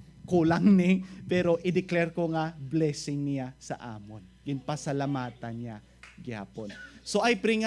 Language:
Hiligaynon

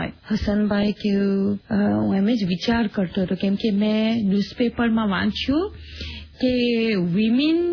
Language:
Gujarati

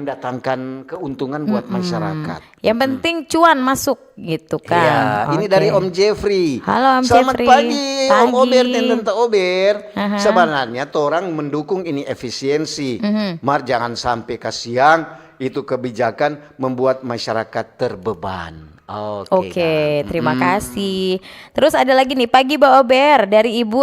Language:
Manado Malay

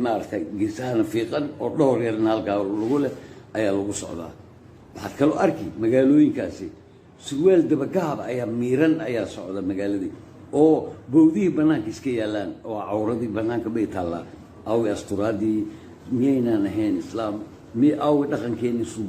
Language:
Somali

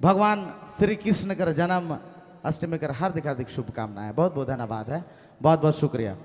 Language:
Sadri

